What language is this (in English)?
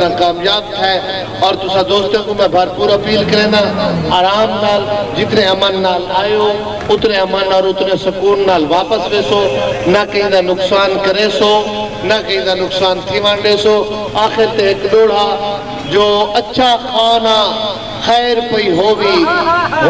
Saraiki